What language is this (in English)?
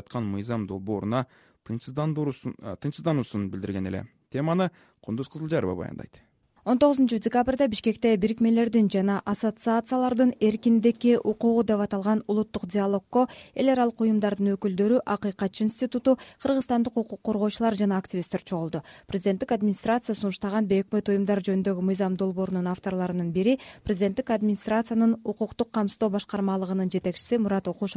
Kyrgyz